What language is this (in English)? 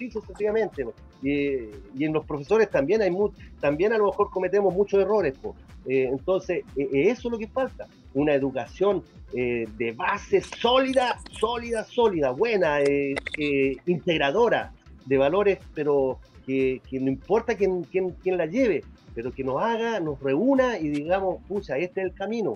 Spanish